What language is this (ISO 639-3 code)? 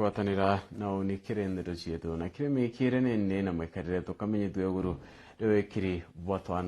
mer